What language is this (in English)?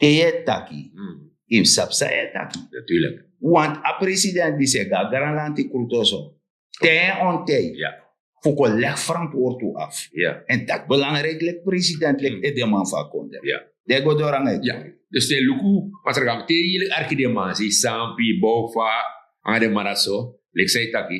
Sranan Tongo